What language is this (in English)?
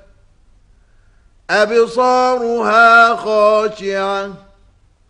Arabic